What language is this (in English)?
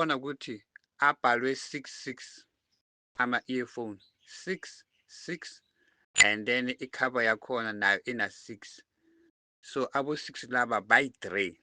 Zulu